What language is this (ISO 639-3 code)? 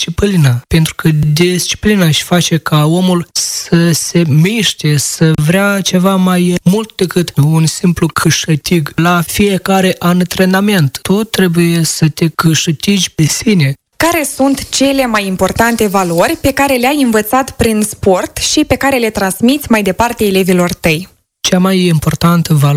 ron